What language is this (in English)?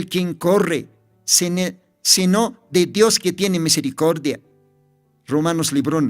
Aymara